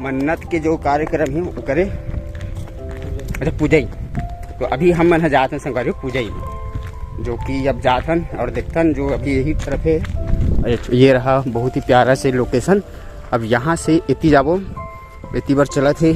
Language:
Chhattisgarhi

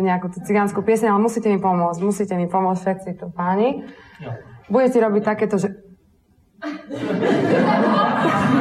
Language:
Slovak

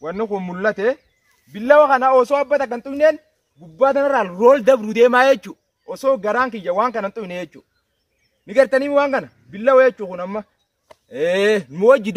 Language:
Oromo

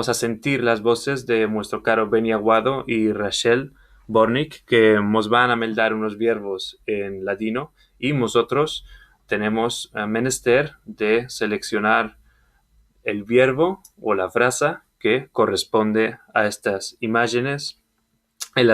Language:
Ladino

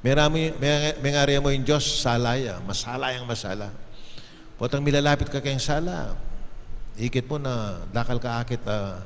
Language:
Pampanga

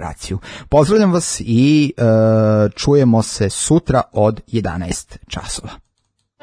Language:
Serbian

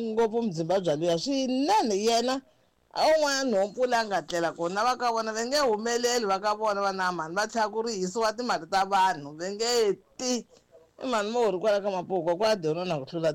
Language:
Tsonga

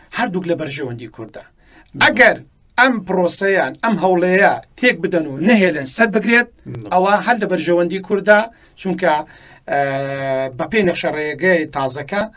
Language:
Central Kurdish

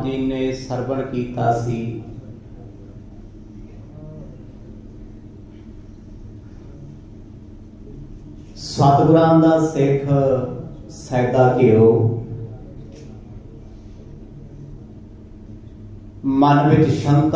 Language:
Punjabi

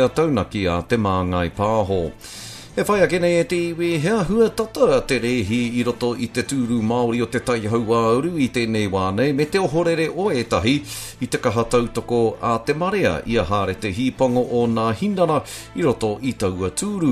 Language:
Māori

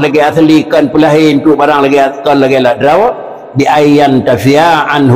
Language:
Achinese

